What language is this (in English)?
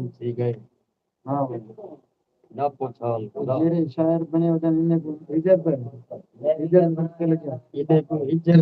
Saraiki